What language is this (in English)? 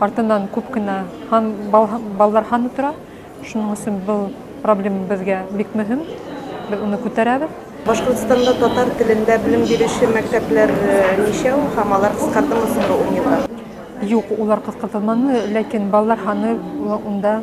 Tatar